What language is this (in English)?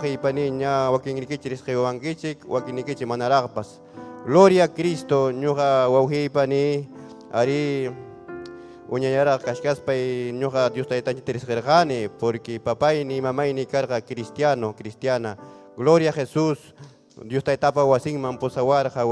Ayacucho Quechua